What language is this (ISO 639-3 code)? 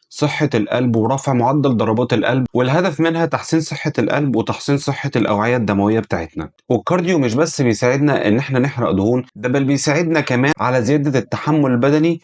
arz